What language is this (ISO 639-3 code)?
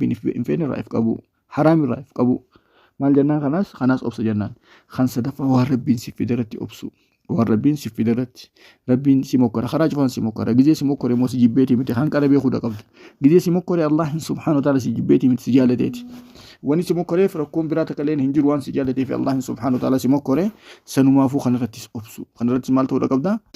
orm